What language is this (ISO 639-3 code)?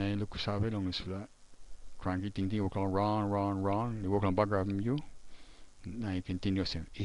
tpi